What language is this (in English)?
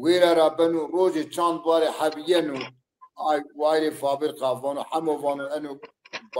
Zaza